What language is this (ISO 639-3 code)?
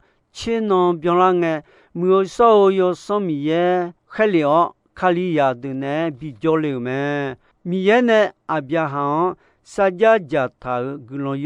ahk